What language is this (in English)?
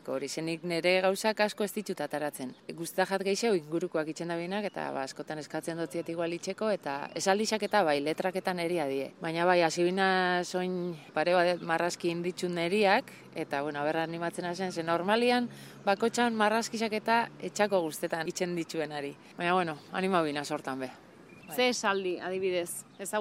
Basque